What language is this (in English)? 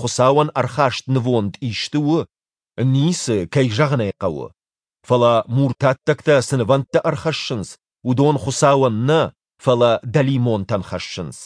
Ossetic